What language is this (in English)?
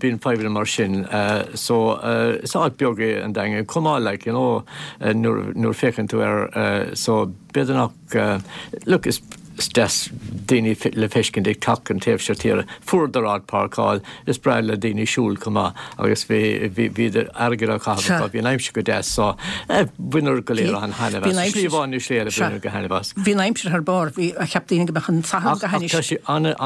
Irish